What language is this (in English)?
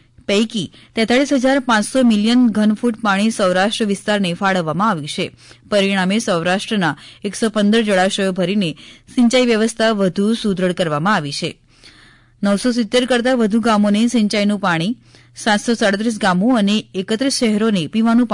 Gujarati